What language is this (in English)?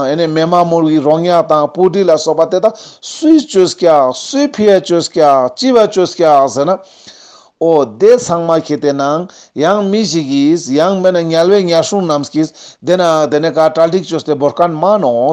Ladakhi